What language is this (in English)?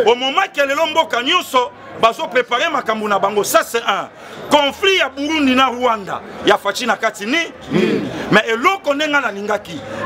Lingala